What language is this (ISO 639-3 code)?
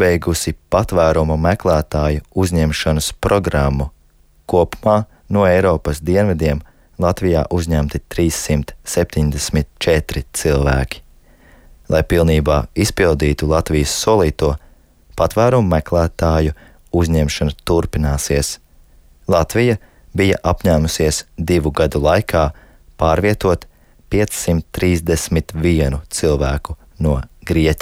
lav